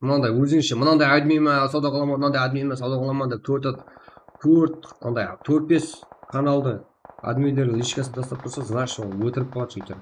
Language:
Kara-Kalpak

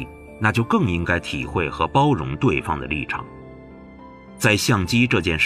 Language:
Chinese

